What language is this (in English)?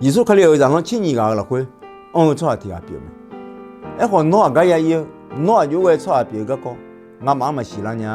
Akha